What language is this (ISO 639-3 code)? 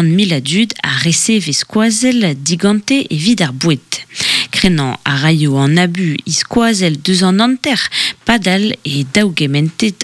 bre